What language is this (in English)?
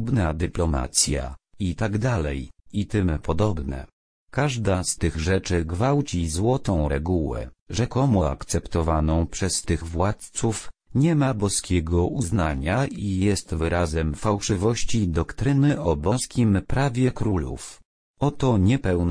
Polish